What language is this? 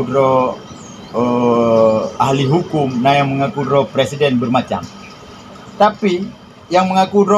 Achinese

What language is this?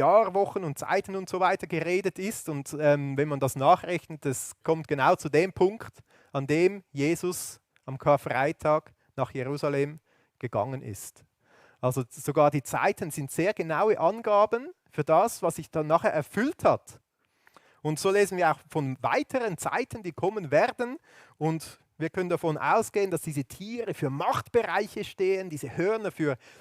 Swiss German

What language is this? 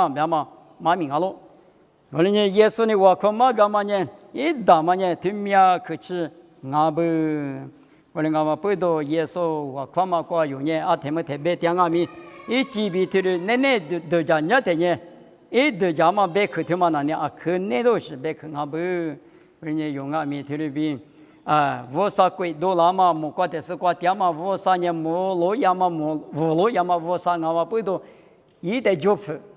Lisu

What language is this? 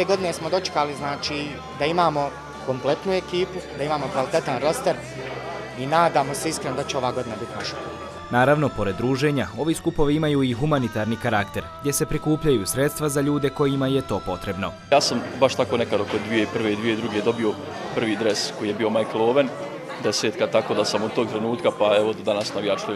Bosnian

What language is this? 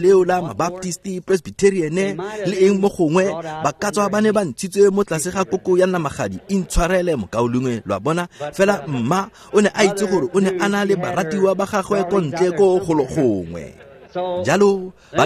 Tswana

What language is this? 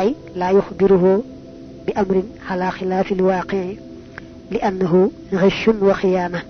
Wolof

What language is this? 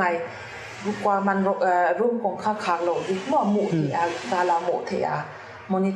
Paite Chin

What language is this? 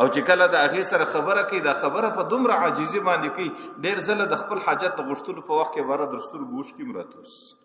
Pashto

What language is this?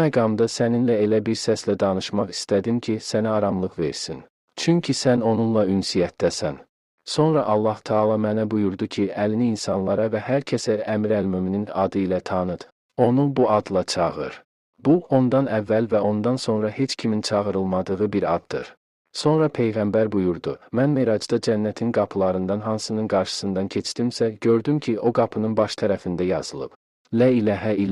Azerbaijani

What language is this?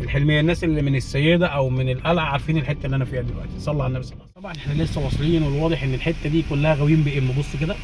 Egyptian Arabic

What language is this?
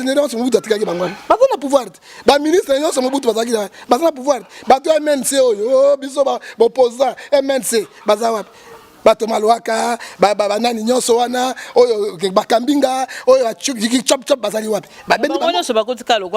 Lingala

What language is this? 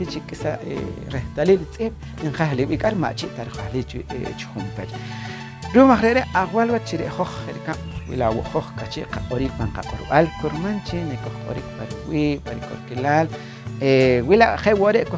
Poqomchi'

